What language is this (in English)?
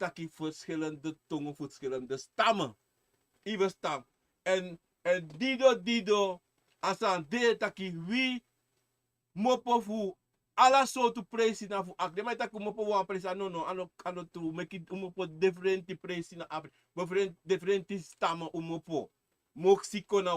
Sranan Tongo